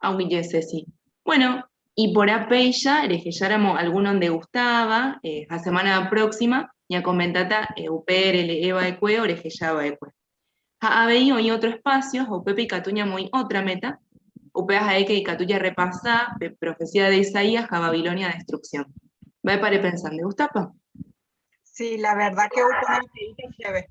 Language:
Guarani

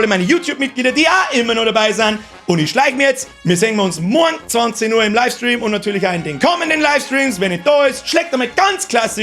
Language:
Bavarian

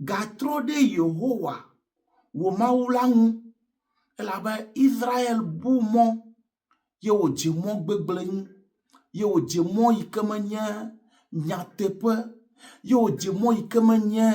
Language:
Ewe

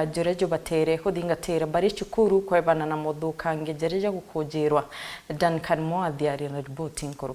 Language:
Meru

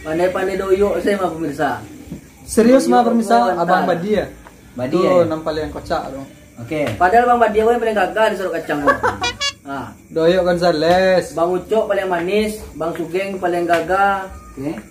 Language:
Minangkabau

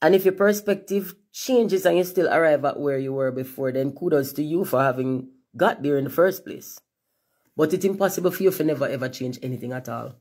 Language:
Jamaican Creole English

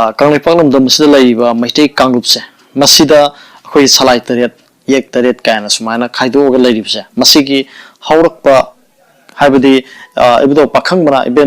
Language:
Manipuri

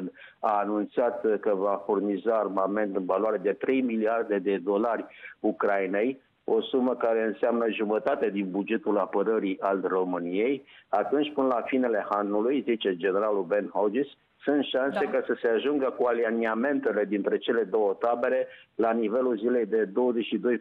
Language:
Romanian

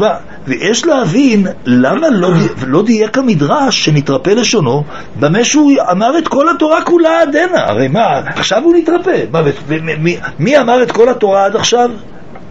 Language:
Hebrew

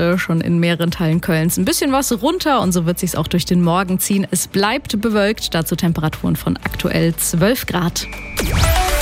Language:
German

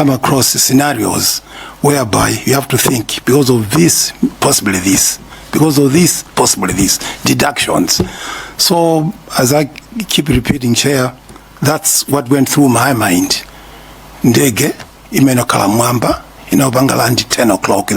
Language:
Nyanja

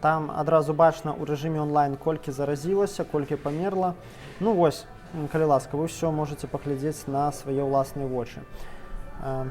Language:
Belarusian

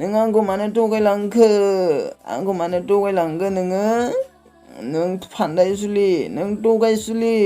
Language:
Bodo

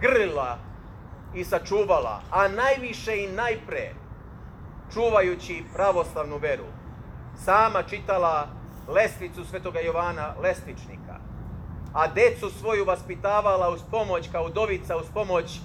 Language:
Serbian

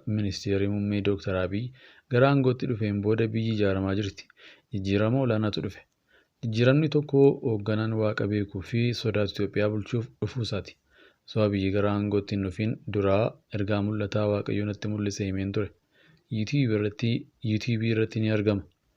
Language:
Oromo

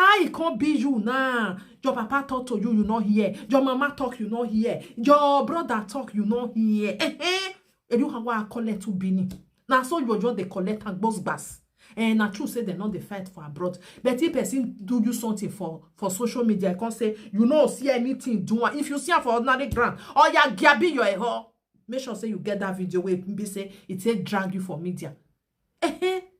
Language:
Nigerian Pidgin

